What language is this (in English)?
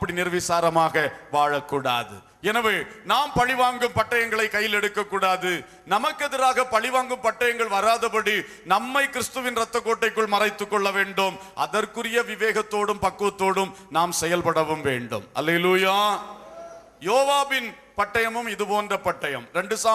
Tamil